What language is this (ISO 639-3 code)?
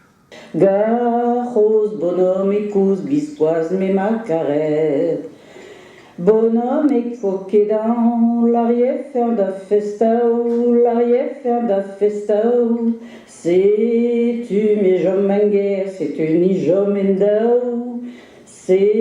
bre